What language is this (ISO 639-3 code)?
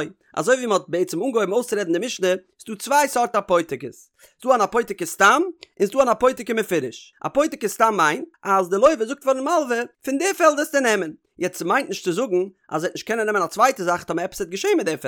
yid